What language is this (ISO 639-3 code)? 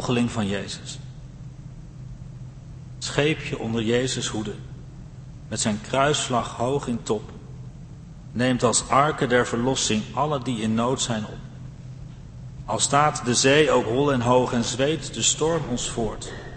nld